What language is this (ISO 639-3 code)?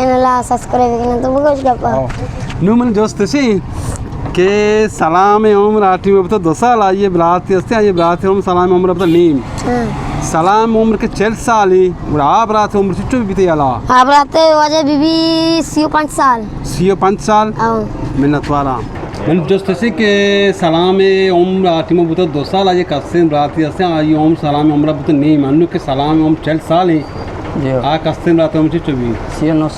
bal